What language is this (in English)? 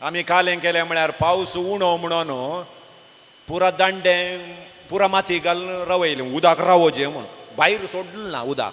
Konkani